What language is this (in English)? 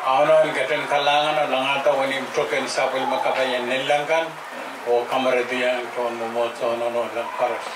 Pohnpeian